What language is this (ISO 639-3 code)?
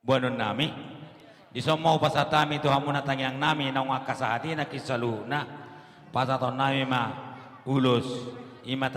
bbc